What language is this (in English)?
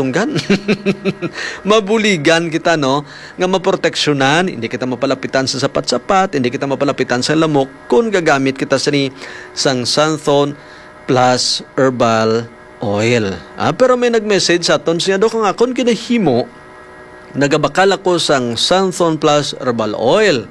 Hiligaynon